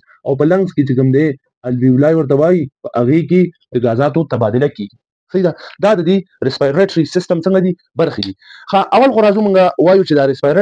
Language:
Pashto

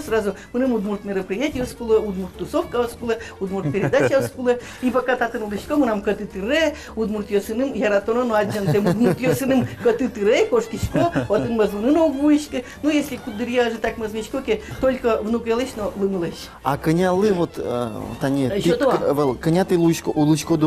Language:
Udmurt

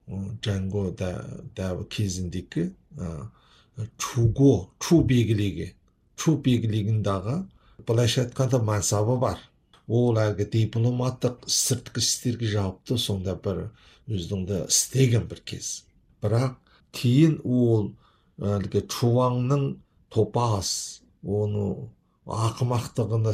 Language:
Kazakh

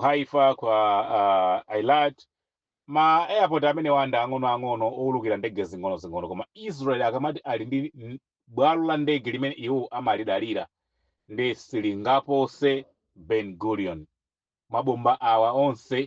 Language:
Nyanja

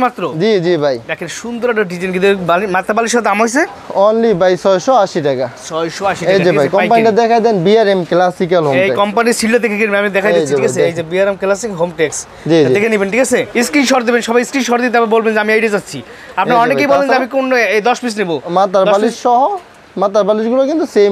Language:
Bangla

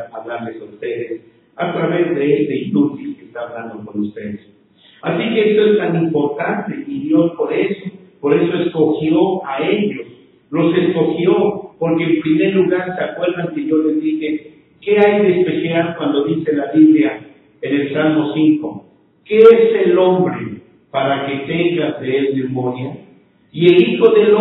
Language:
Spanish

